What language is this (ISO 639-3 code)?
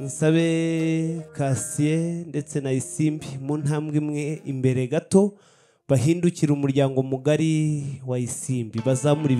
kin